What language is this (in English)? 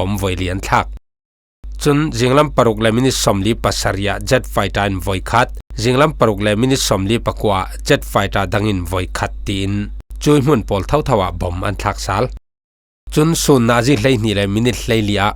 Falam Chin